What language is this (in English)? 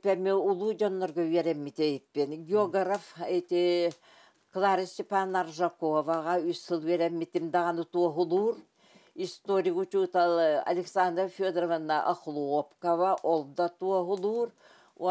Yakut